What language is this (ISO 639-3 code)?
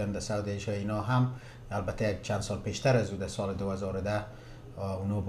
fas